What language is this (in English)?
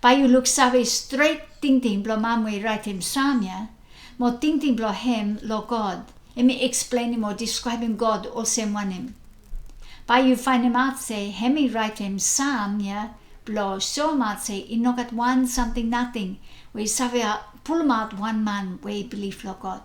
Bislama